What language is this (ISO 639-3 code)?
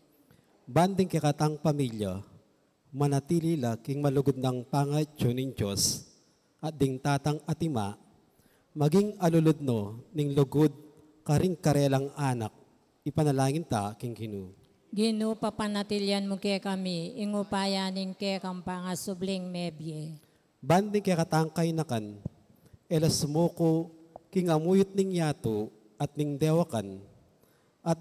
pam